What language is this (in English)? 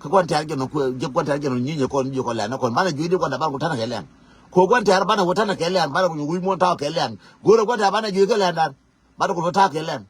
Nuer